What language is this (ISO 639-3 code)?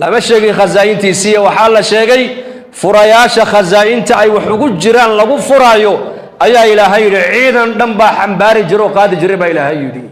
som